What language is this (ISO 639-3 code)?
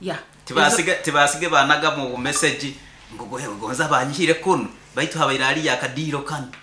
nyn